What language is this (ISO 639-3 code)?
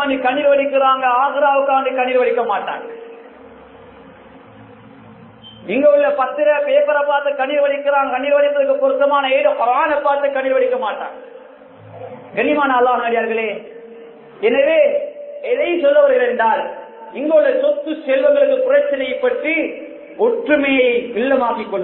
tam